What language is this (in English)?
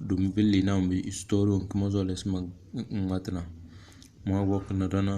Tem